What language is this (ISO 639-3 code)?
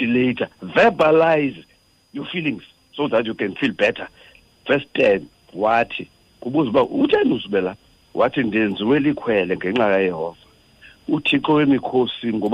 xho